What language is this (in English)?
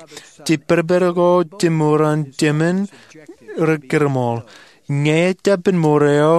Marshallese